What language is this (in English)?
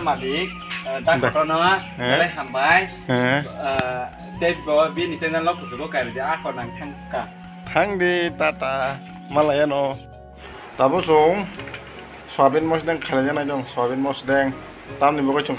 Kok Borok